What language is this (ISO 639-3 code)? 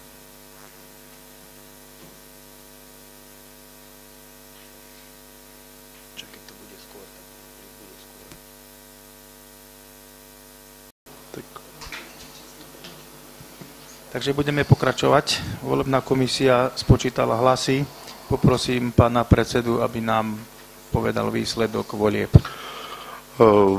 slk